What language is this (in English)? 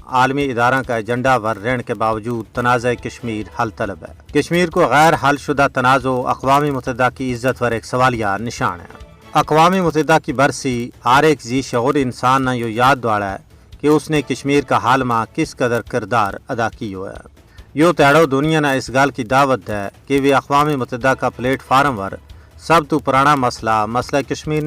Gujari